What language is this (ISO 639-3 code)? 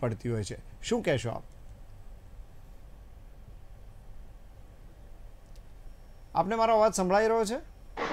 guj